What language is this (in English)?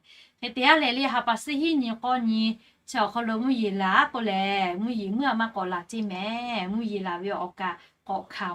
Lahu